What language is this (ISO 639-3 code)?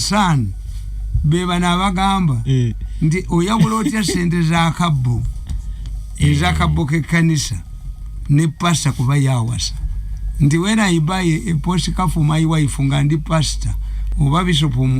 lug